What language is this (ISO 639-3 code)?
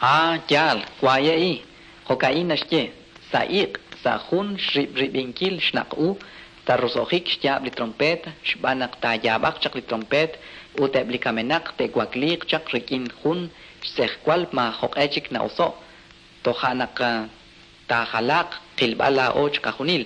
kek